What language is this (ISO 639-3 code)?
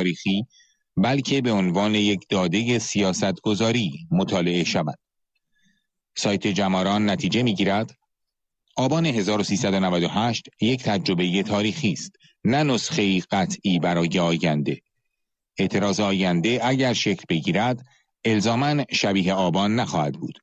fas